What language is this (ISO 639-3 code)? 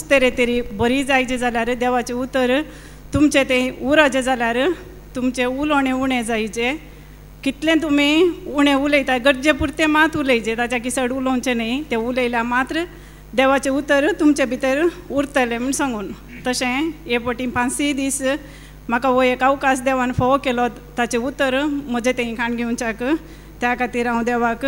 kok